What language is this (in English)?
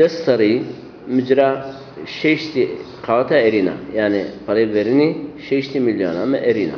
Zaza